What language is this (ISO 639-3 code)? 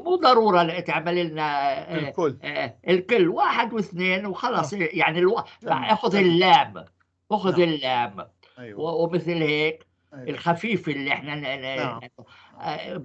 apc